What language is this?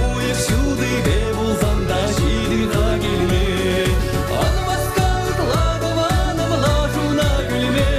Chuvash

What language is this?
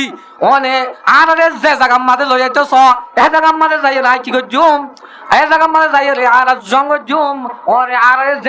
Rohingya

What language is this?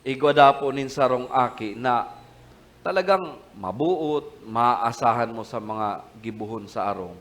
Bikol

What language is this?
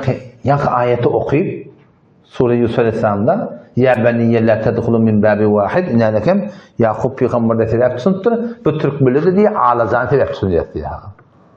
Turkmen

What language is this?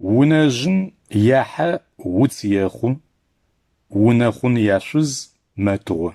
Adyghe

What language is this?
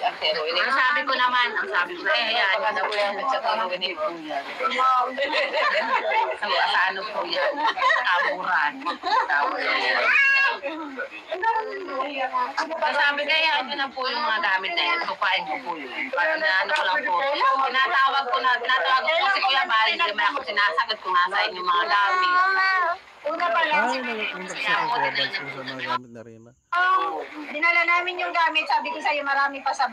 Filipino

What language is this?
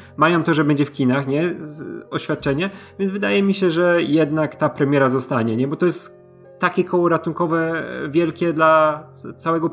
Polish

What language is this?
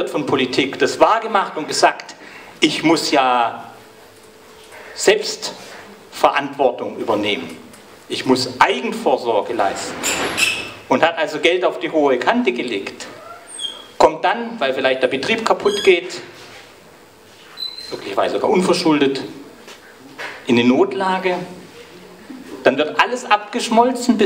German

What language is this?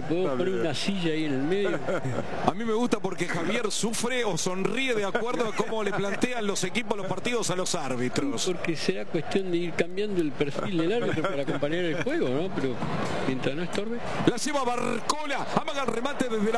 Spanish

